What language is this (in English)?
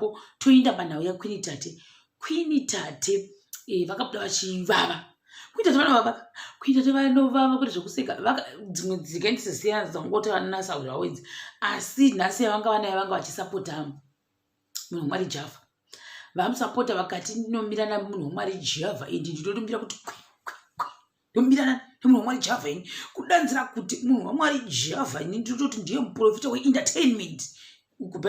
Shona